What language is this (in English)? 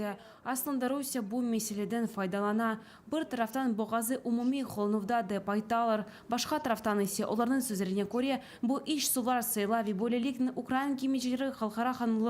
Crimean Tatar